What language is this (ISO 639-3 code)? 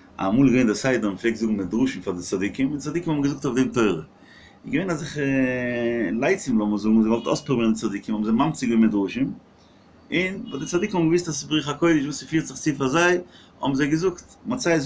yid